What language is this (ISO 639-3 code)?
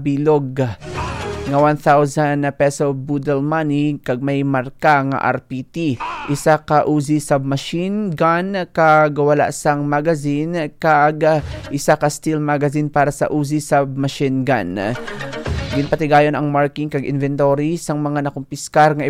hil